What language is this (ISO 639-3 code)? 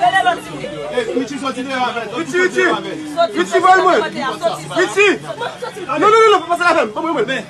hat